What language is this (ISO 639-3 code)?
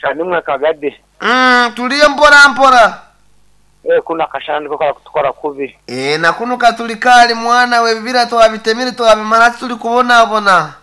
nyn